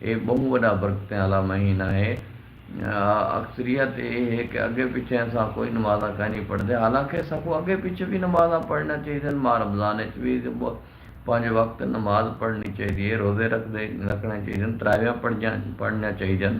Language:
Saraiki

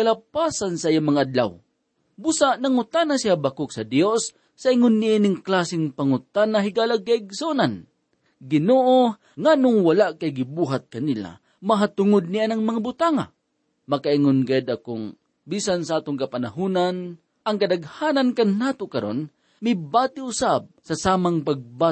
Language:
Cebuano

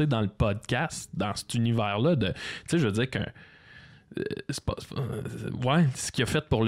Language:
French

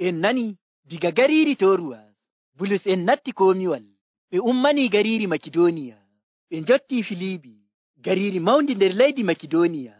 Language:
Nigerian Fulfulde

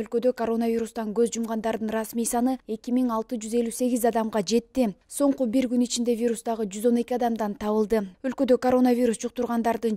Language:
Kyrgyz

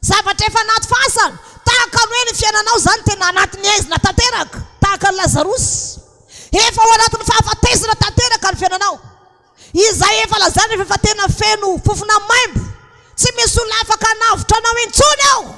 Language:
Malagasy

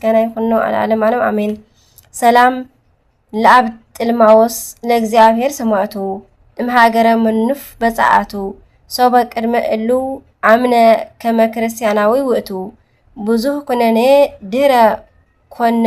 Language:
Tigrinya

